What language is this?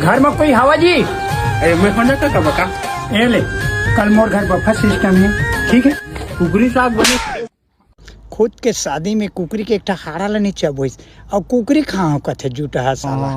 Chhattisgarhi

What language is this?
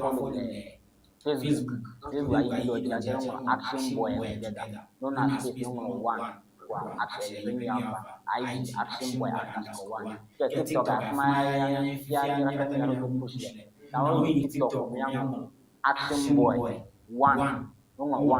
Ewe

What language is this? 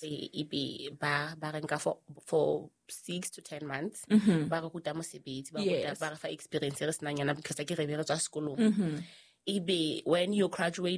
Southern Sotho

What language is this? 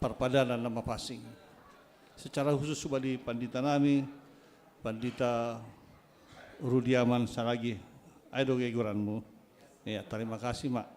Batak Simalungun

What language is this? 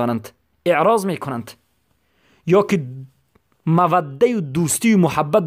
Persian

